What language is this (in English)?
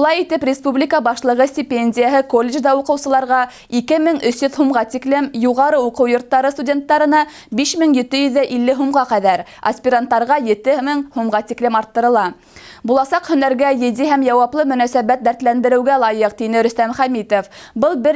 Bashkir